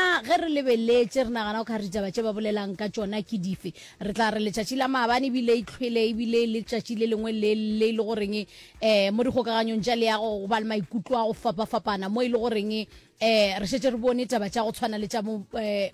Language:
Northern Sotho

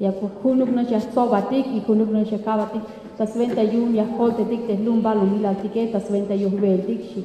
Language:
Tzeltal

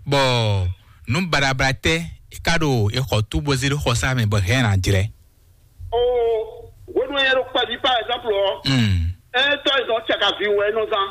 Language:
Fon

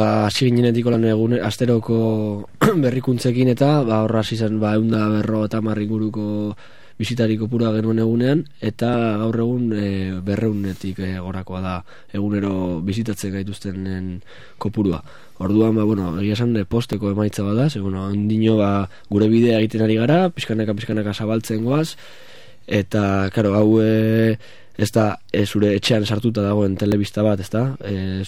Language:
Basque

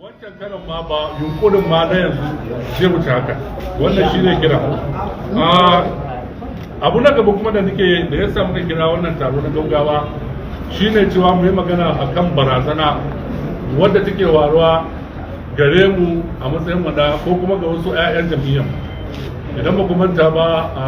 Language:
Hausa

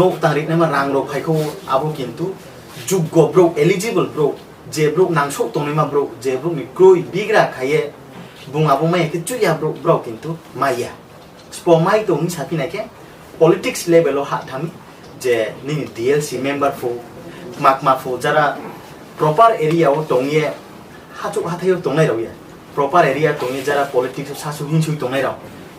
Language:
Riang (India)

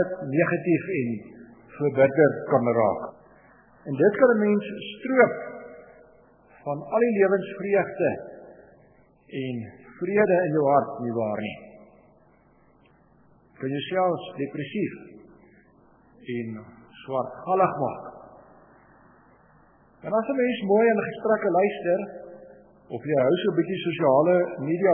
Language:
Afrikaans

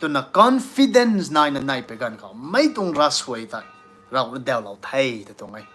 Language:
Rongmei Naga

